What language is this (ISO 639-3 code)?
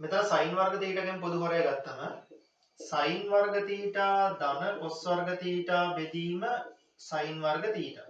sin